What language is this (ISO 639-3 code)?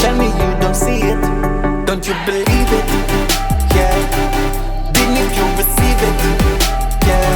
jam